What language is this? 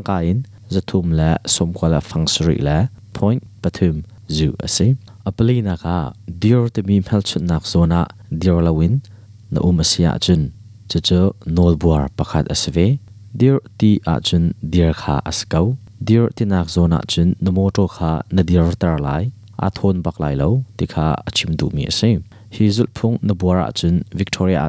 Hakha Chin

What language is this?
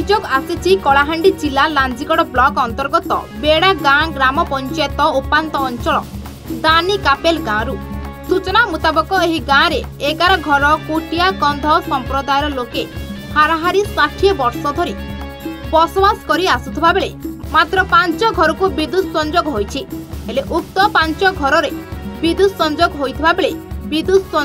Odia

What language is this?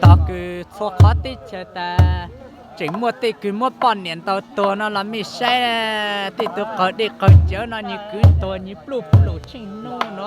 Hmong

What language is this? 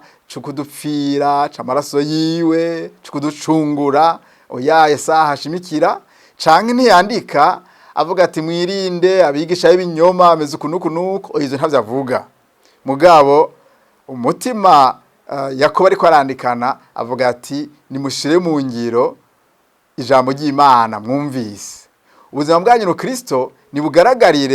Rundi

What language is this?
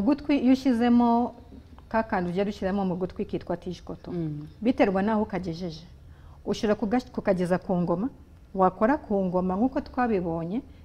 Kinyarwanda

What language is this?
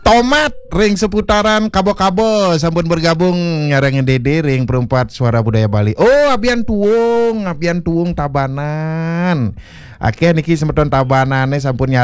Balinese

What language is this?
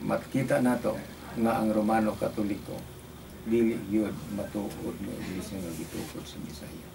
Cebuano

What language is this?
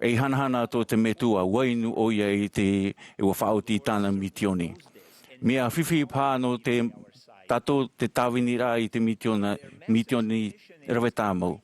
Tahitian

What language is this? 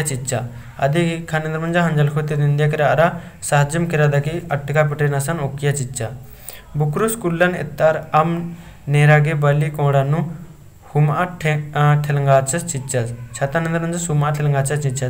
Kurukh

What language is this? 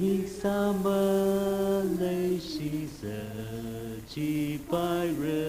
Tangkhul Naga (India)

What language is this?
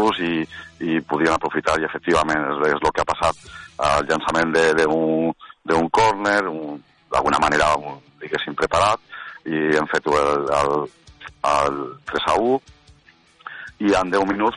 Catalan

